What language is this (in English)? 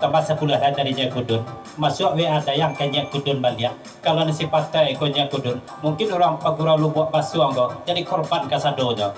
Minangkabau